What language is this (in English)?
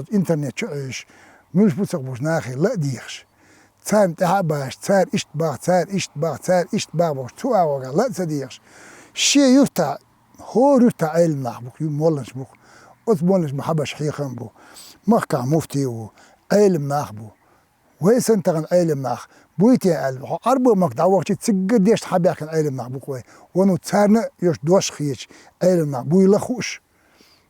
Chechen